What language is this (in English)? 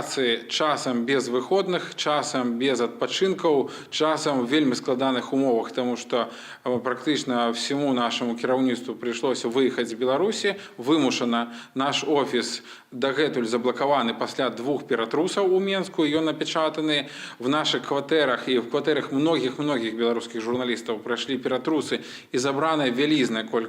Belarusian